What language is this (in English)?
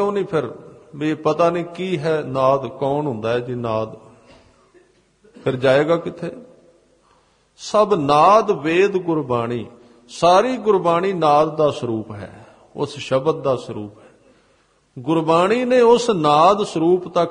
Punjabi